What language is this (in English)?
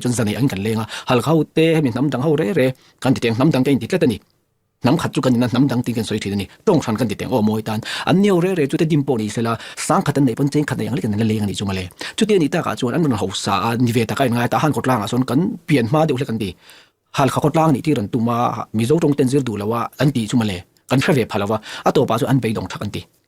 Mizo